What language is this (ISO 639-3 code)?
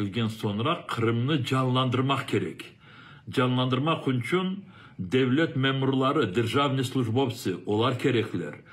crh